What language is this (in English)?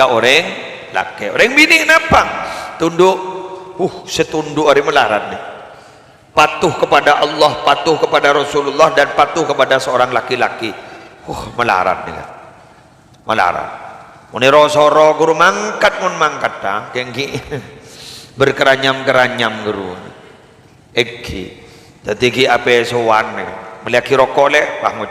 Madurese